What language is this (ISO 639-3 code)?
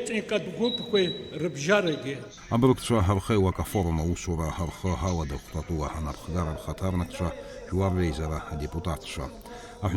abk